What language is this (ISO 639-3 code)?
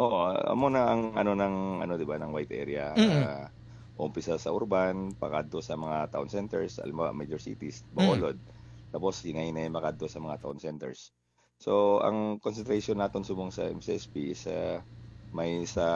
hil